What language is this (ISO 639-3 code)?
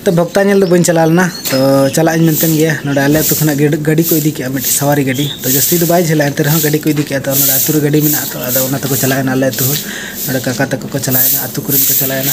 sat